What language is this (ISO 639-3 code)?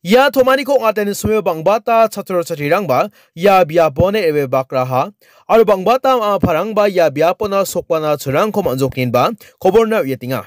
grt